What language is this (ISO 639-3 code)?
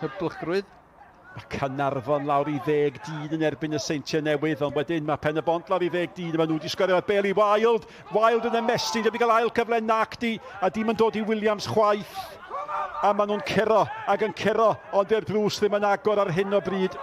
cym